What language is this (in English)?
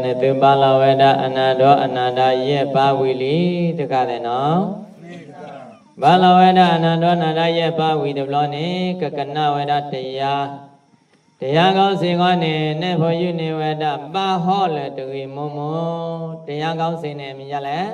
S'gaw Karen